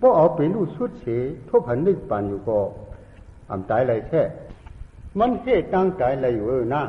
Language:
Shan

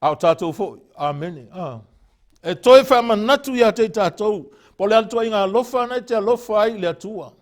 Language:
Samoan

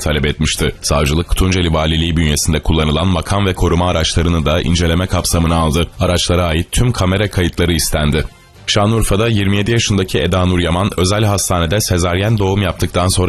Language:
Turkish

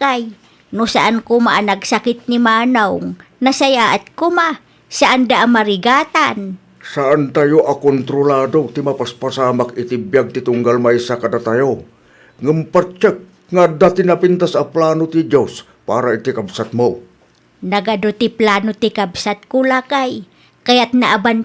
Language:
Iloko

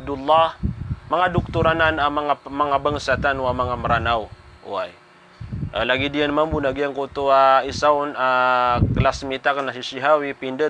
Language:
Maranao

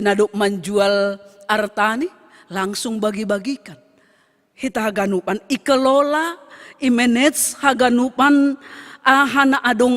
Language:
Batak Simalungun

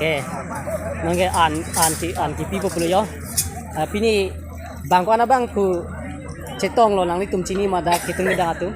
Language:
Karbi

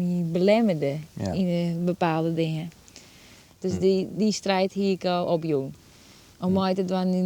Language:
Western Frisian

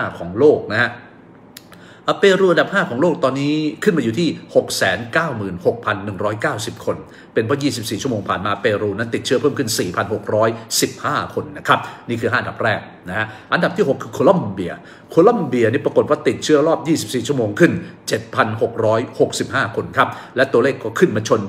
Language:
Thai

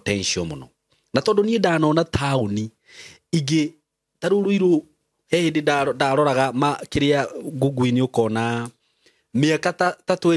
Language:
Kikuyu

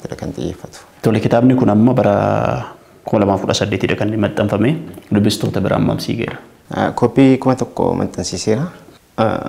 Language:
Oromo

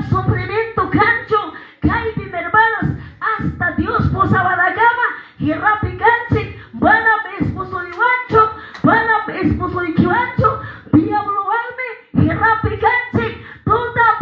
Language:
Quechua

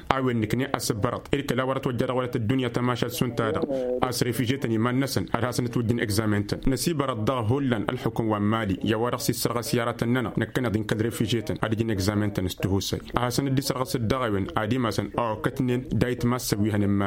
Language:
Tamasheq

